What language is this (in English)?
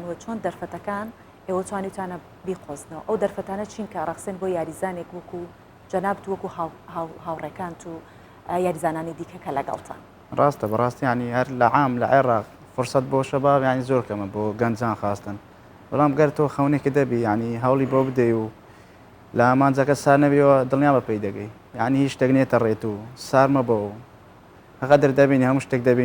Central Kurdish